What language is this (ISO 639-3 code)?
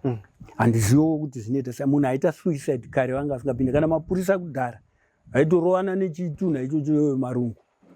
sna